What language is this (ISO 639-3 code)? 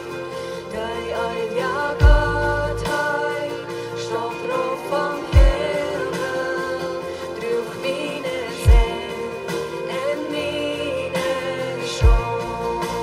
pdt